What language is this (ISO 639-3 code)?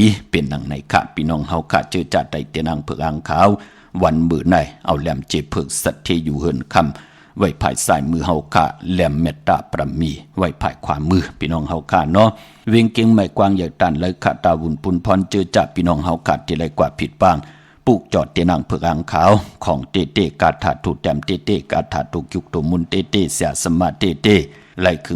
shn